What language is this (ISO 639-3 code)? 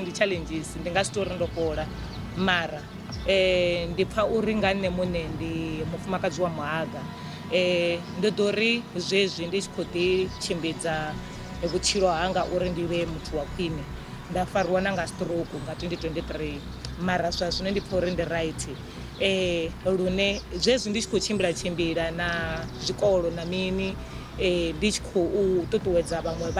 ven